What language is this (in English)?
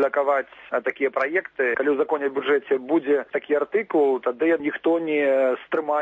Belarusian